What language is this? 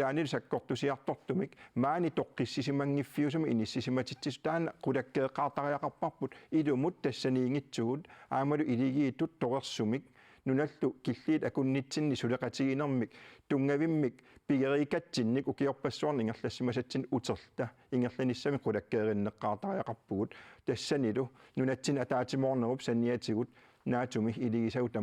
Kalaallisut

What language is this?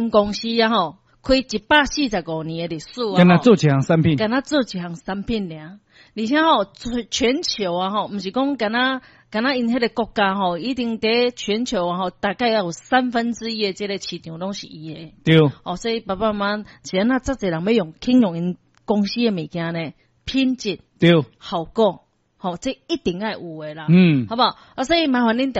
Min Nan Chinese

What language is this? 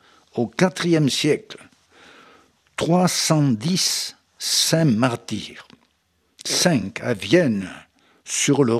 French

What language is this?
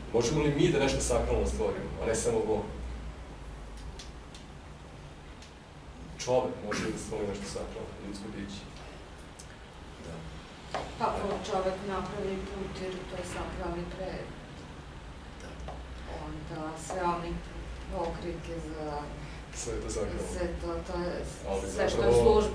Serbian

